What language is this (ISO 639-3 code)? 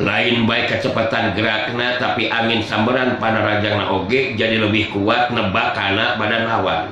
sun